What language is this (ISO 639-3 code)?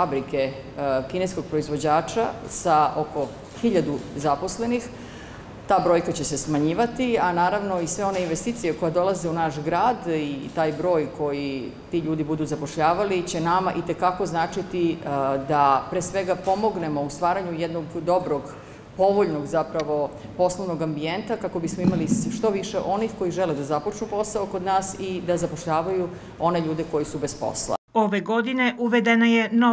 srp